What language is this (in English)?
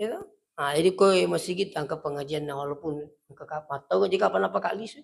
Buginese